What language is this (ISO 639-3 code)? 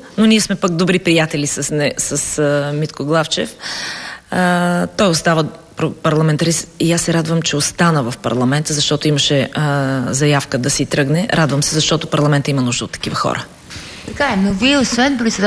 bul